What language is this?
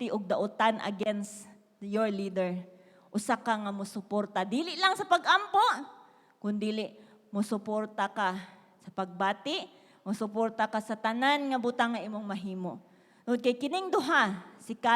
Cebuano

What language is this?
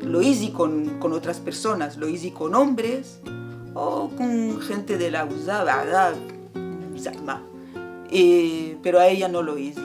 Ladino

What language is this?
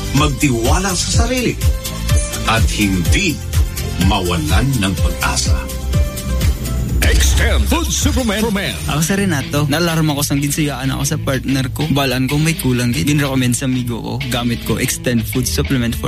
Cebuano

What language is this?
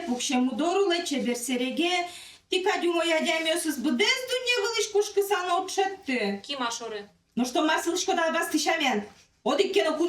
Udmurt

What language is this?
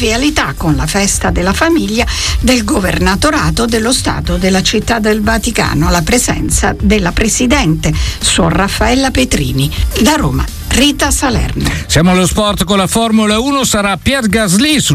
Italian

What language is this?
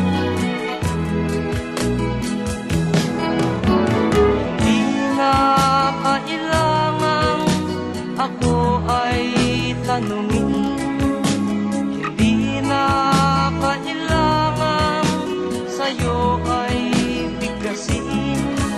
Filipino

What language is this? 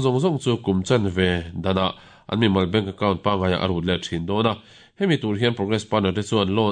Mizo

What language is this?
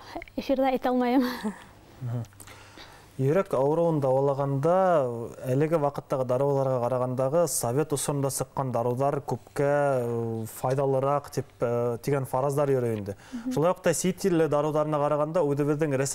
Bashkir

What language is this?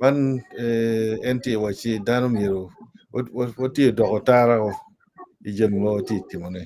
Acoli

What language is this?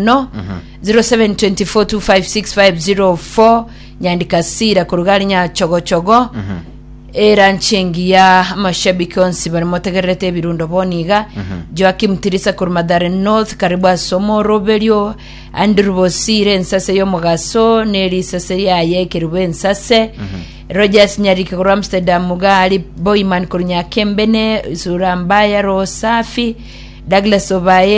Gusii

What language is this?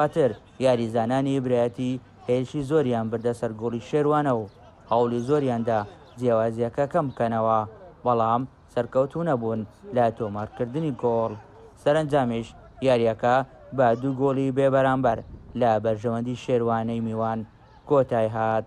Central Kurdish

